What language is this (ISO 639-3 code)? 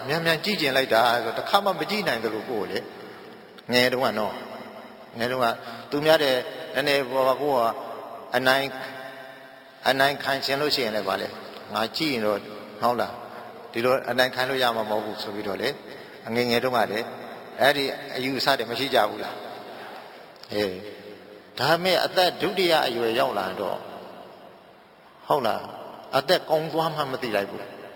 mya